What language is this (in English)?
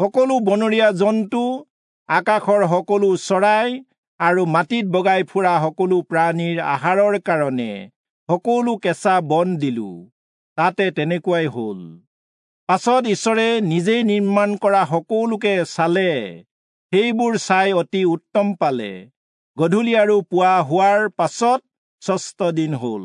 Assamese